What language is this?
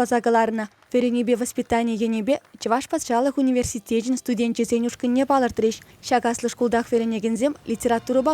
Chuvash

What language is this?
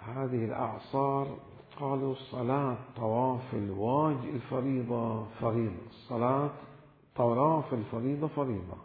Mesopotamian Arabic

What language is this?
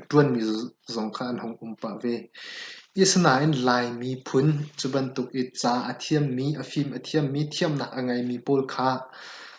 Hakha Chin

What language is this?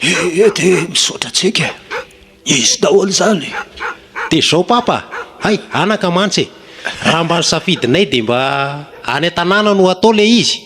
Malagasy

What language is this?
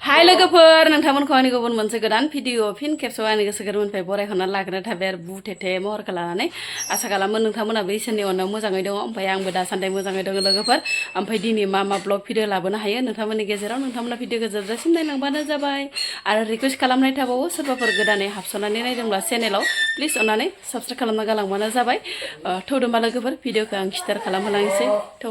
Bodo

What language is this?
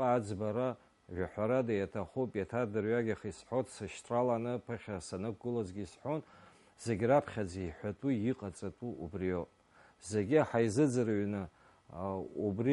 Abkhazian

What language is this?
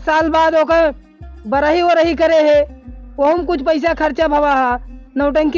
Awadhi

